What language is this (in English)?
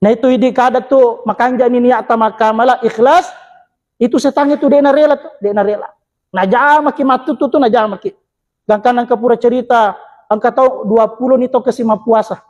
Buginese